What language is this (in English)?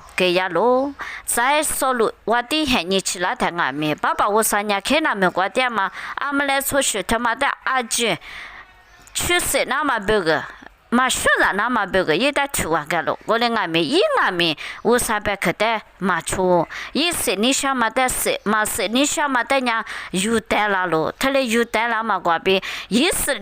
Lisu